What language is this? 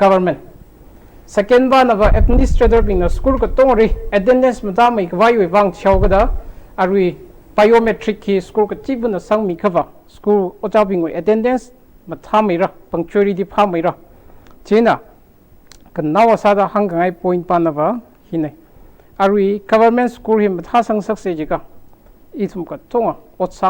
Tangkhul Naga (India)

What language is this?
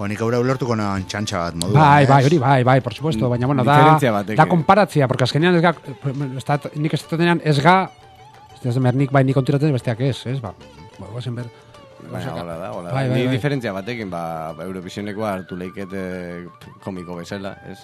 Basque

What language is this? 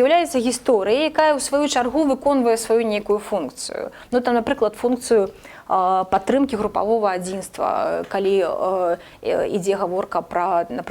Belarusian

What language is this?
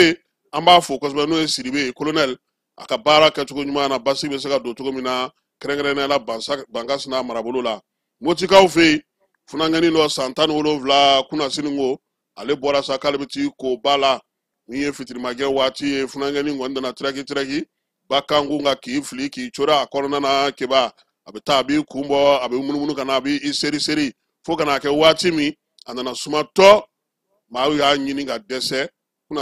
Bambara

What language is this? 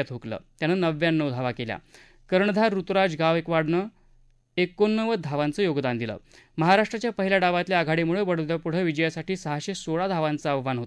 Marathi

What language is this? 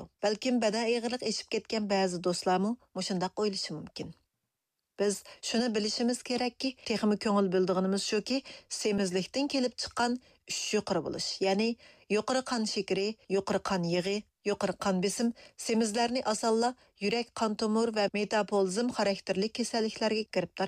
Uyghur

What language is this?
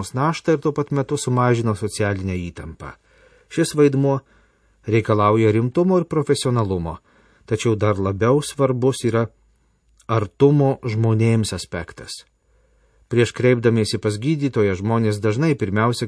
Lithuanian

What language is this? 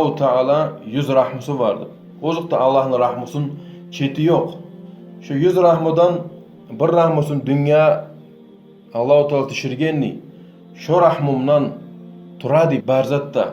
Kumyk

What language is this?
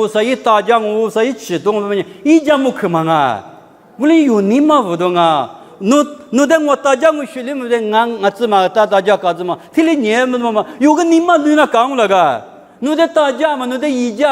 Lisu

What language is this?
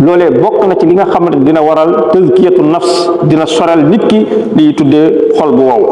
Wolof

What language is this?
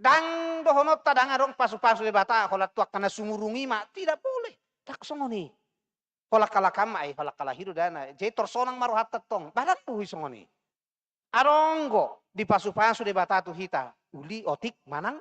Batak Toba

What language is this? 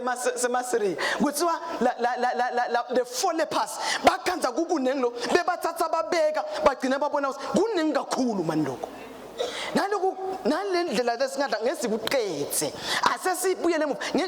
Swati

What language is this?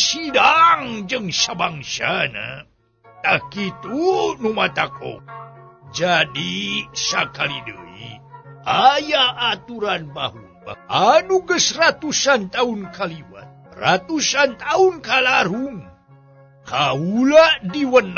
Sundanese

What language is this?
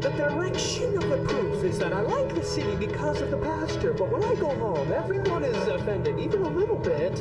Batak Karo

